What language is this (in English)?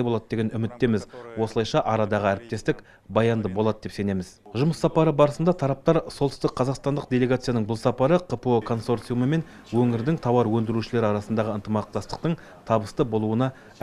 Kazakh